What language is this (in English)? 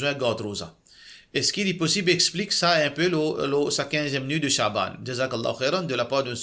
Morisyen